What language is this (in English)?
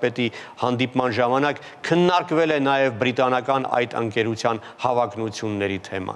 Armenian